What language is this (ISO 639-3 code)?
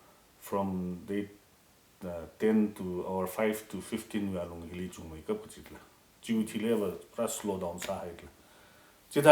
nmf